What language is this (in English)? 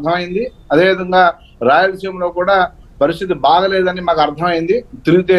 Telugu